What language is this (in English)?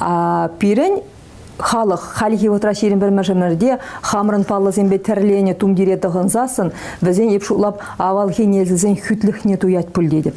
Chuvash